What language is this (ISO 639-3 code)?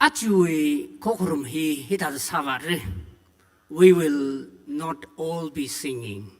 nmf